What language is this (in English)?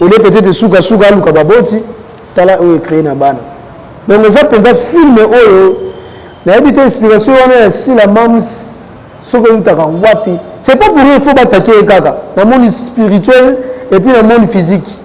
Lingala